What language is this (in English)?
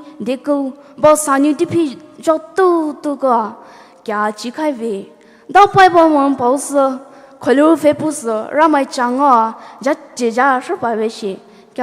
Poumei Naga